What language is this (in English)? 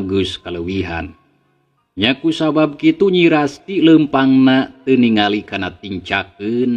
Sundanese